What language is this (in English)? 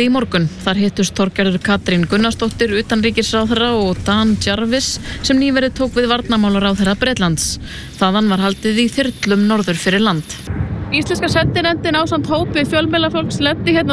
Icelandic